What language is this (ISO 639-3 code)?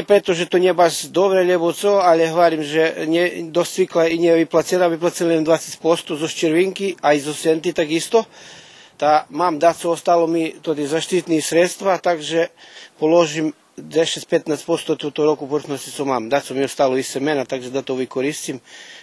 rue